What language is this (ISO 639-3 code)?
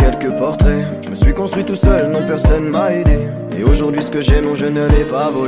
fra